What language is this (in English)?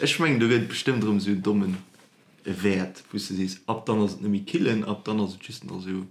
Luxembourgish